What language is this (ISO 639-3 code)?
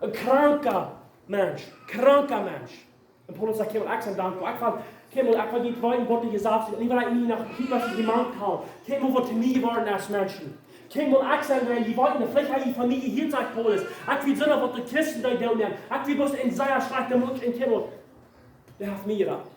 pdt